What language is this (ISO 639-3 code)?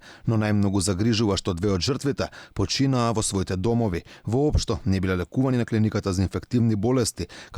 mkd